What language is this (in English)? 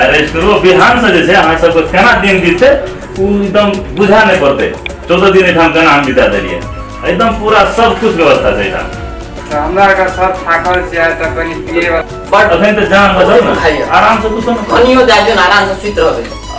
Maithili